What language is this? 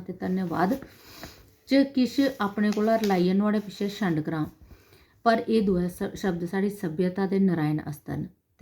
Dogri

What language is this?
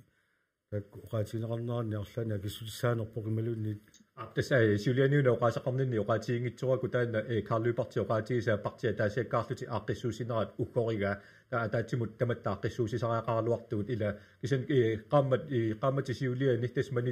Kalaallisut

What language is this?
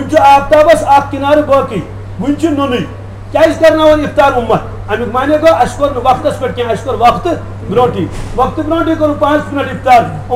Kashmiri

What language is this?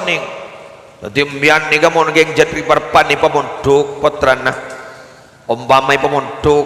Madurese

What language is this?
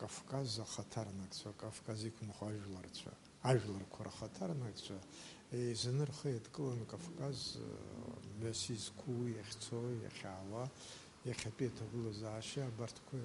Abkhazian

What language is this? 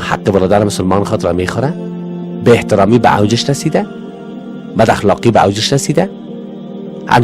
Persian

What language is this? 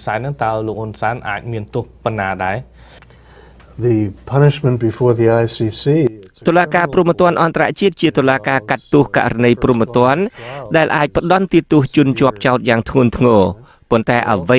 Khmer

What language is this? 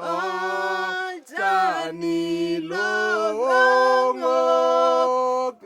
Masai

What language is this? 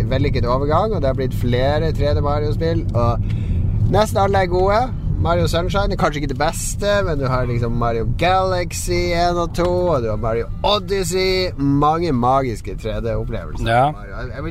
Norwegian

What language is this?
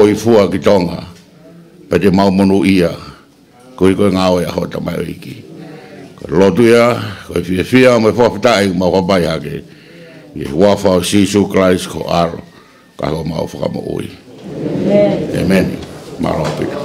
Tongan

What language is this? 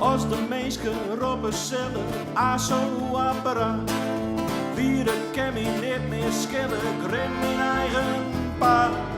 Western Frisian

